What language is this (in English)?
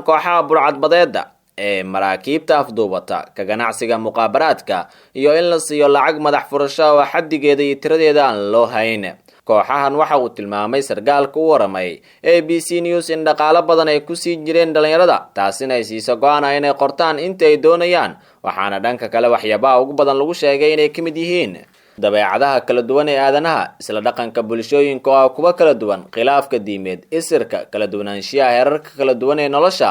Somali